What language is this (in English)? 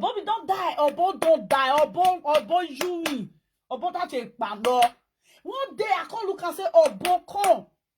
Nigerian Pidgin